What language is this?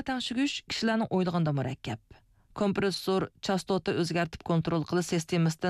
Uyghur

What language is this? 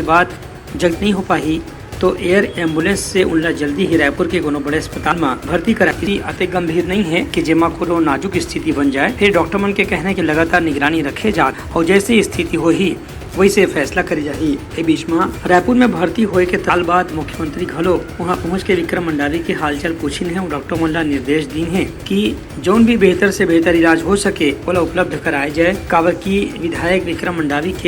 Chhattisgarhi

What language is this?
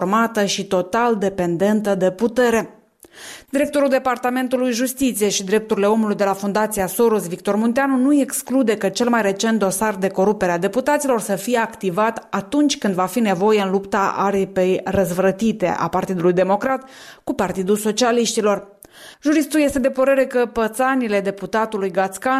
Romanian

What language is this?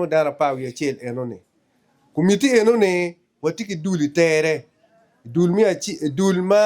Acoli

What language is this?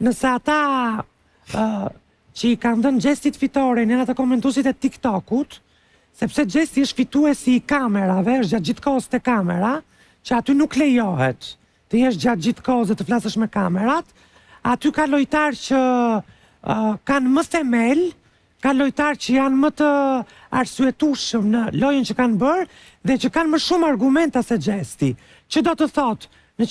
Albanian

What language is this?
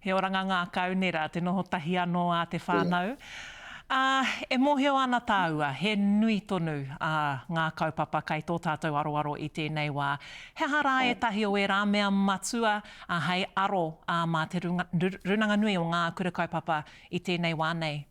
Māori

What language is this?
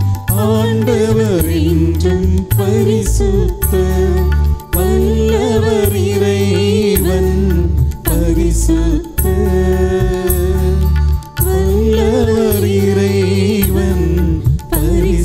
Tamil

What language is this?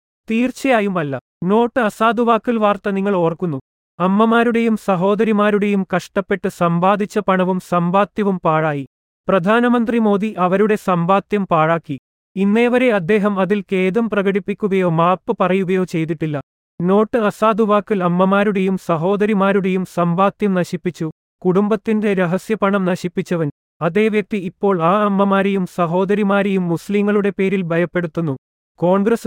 Malayalam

